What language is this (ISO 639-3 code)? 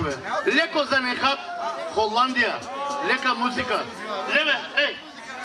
bul